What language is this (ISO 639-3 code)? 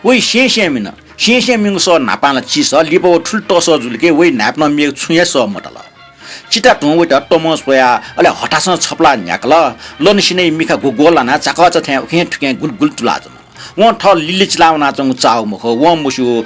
new